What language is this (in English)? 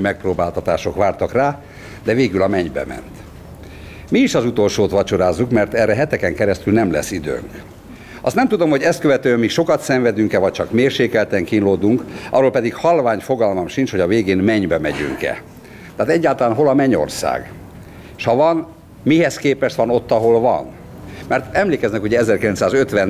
Hungarian